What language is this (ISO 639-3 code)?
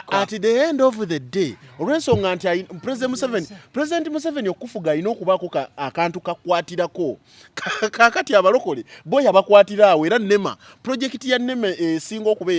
lug